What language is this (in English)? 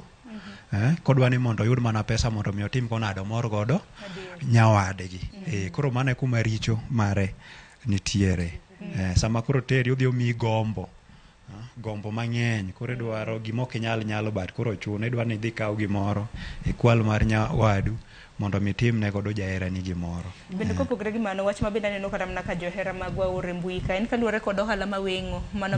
Luo (Kenya and Tanzania)